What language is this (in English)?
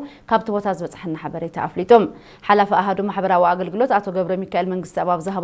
Tigrinya